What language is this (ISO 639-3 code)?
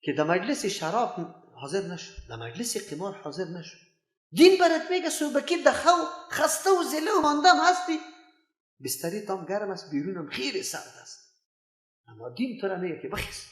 fas